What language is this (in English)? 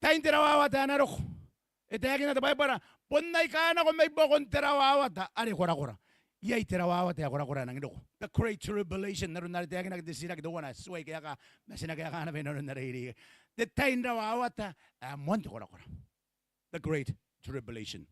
Gilbertese